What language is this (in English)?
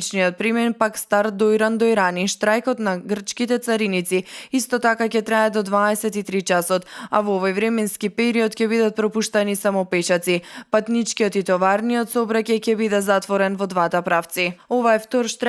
Macedonian